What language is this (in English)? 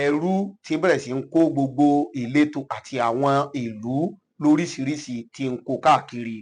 Yoruba